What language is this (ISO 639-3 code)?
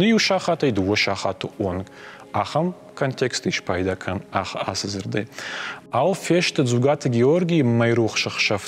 oss